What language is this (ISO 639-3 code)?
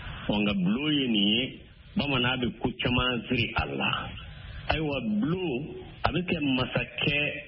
bam